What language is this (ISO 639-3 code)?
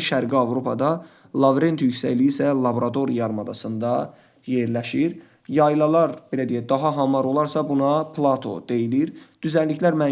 aze